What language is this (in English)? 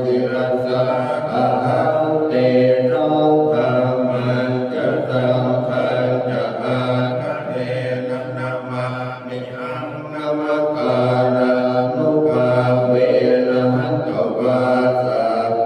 Pali